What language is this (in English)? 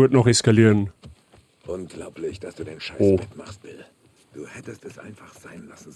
Bavarian